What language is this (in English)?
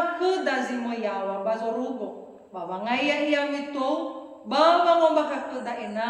Nias